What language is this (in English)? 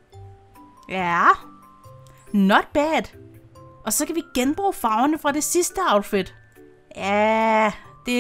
Danish